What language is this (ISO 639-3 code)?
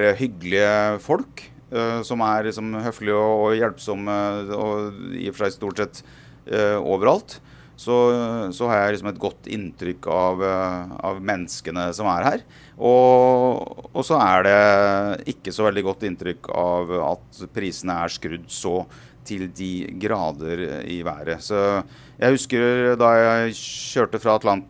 nor